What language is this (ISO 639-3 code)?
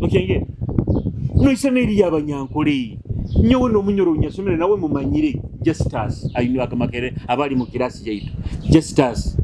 nyo